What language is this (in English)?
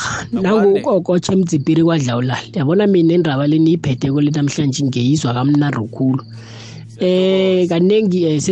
South Ndebele